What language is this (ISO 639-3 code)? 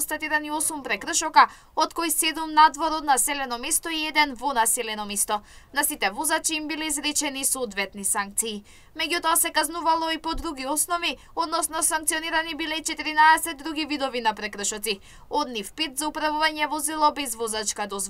mkd